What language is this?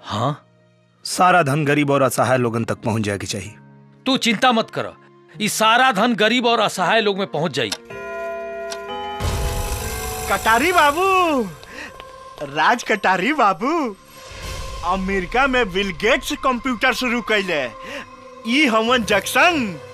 Bhojpuri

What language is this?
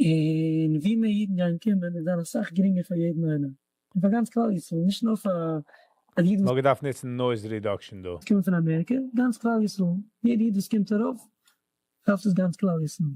Yiddish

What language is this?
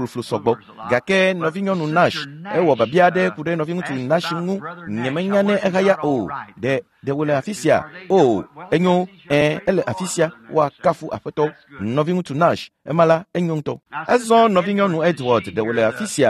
Ewe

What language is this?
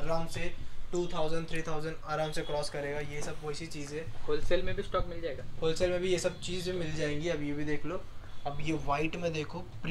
Hindi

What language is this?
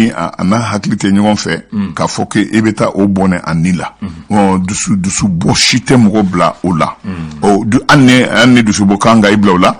Bambara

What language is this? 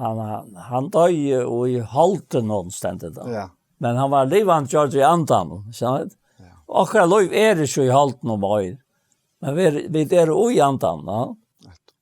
Faroese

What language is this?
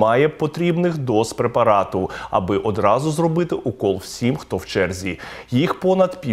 Ukrainian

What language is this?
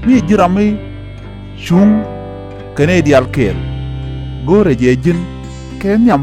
Nuer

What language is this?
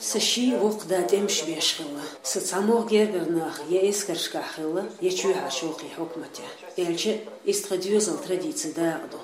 Chechen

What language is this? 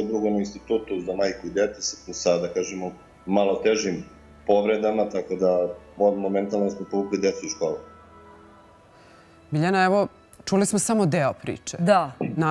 Serbian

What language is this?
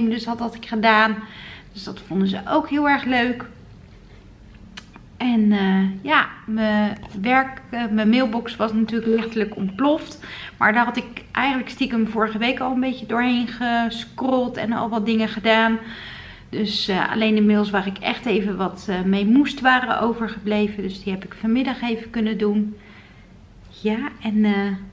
Dutch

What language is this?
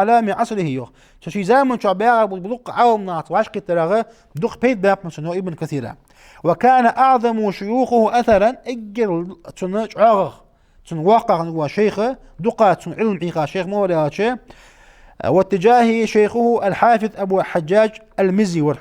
Ingush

